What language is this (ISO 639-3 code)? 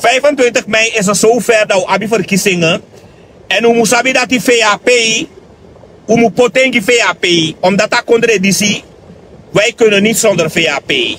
srn